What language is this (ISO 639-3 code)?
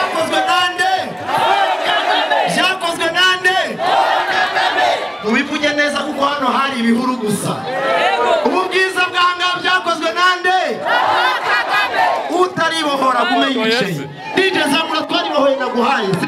kin